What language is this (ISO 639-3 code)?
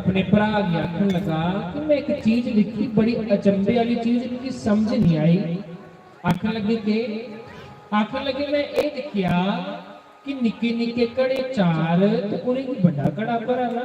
doi